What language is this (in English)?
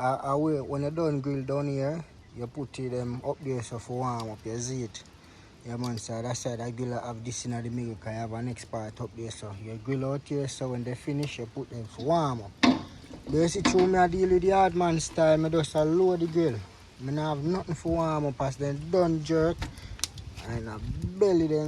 Jamaican Creole English